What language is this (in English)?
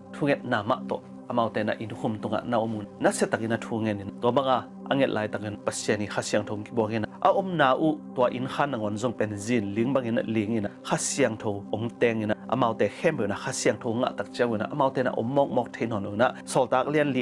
Tedim Chin